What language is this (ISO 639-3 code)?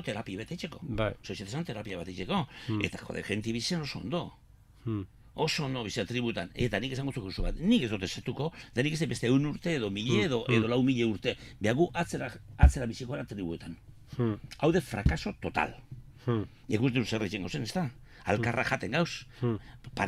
eus